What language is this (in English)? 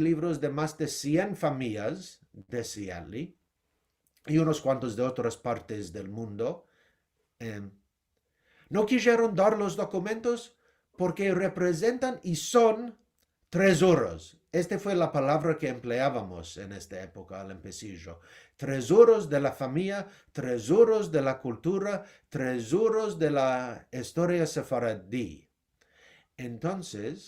Ladino